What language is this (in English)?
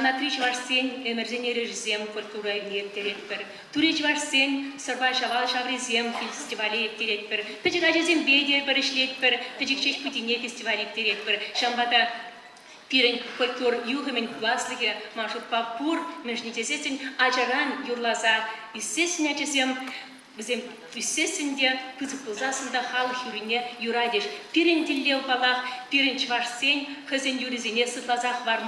Chuvash